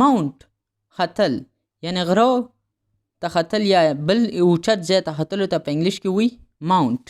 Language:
Pashto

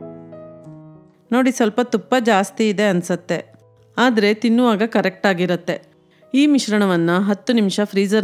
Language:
Kannada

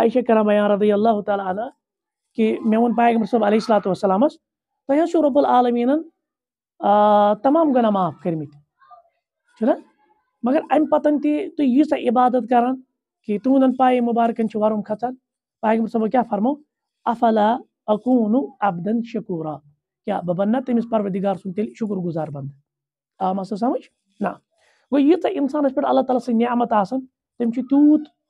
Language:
Kashmiri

